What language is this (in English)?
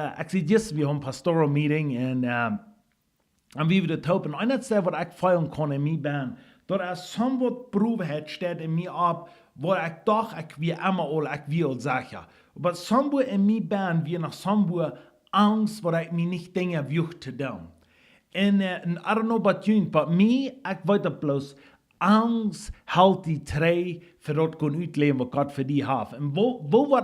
Plautdietsch